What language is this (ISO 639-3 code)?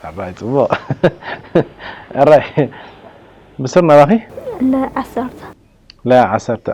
tir